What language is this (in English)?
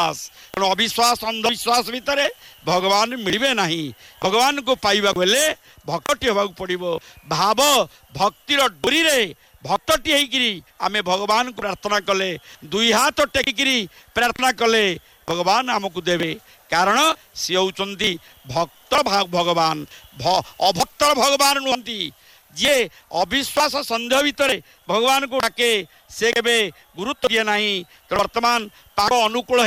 Odia